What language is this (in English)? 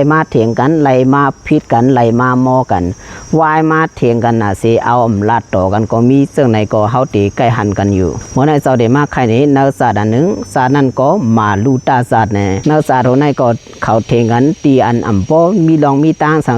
Shan